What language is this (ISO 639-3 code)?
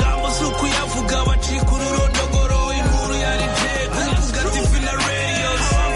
kin